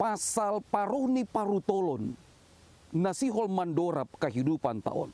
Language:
Batak Simalungun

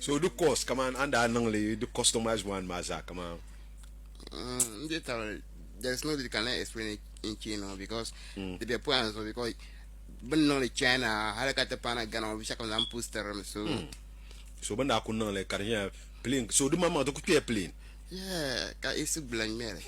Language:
Dagbani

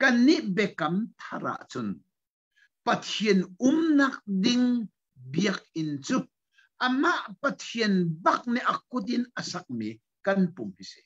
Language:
Hakha Chin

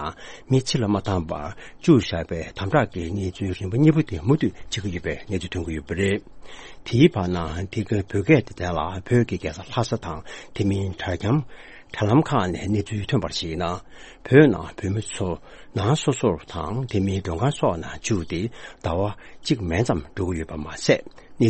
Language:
Tibetan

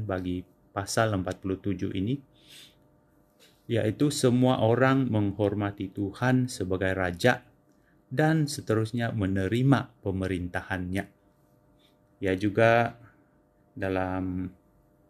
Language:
Indonesian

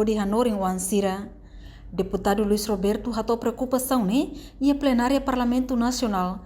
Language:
Tetum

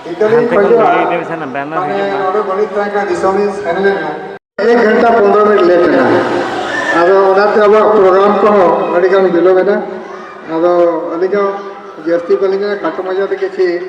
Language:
Santali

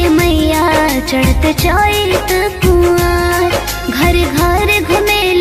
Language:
Bhojpuri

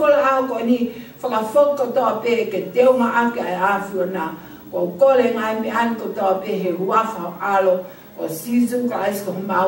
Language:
Tongan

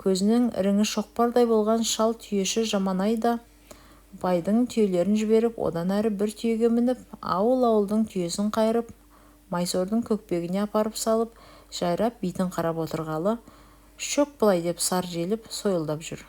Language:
Kazakh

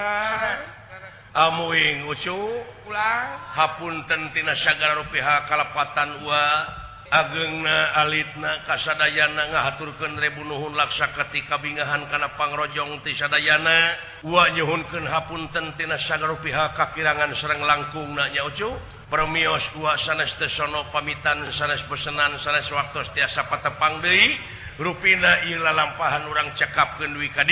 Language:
Sundanese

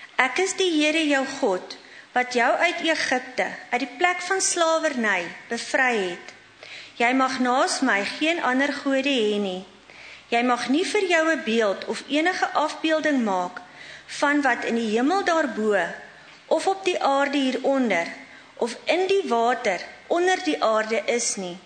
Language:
Afrikaans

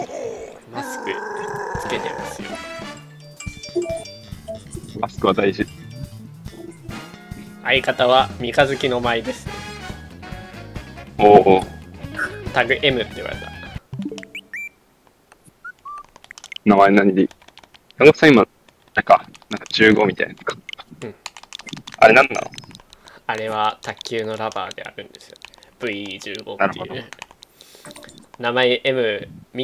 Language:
Japanese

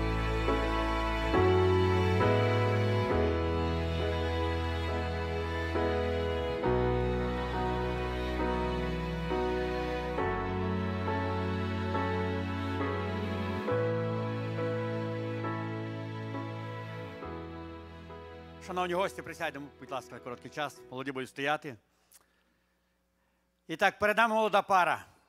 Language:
Ukrainian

